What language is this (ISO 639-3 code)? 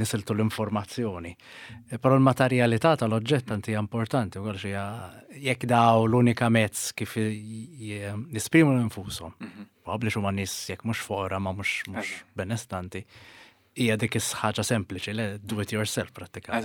mlt